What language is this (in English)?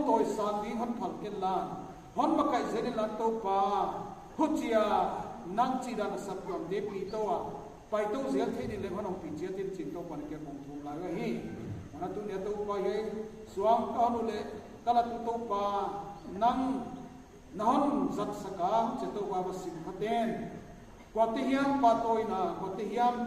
Paite Chin